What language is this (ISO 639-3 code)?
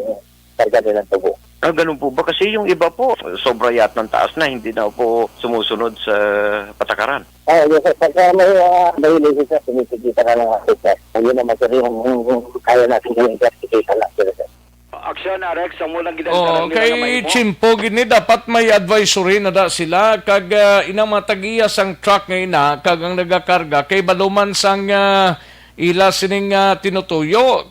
hil